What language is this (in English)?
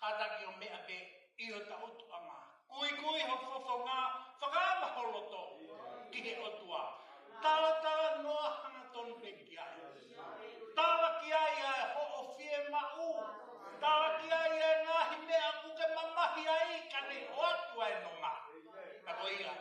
Tongan